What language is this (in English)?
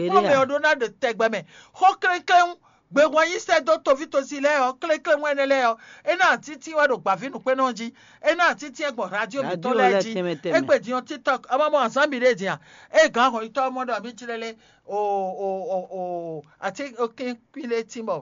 Fon